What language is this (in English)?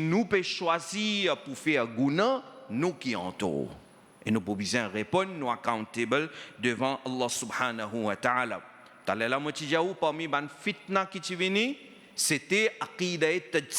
Morisyen